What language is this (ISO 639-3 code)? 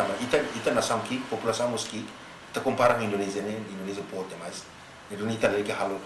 tet